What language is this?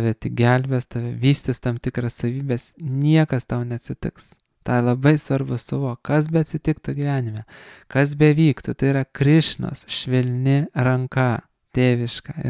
Lithuanian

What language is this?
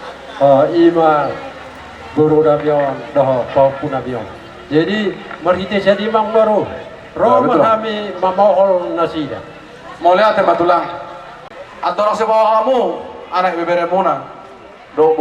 Batak Toba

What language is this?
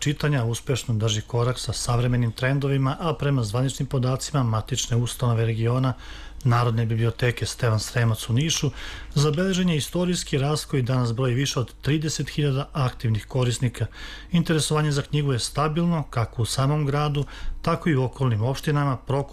Serbian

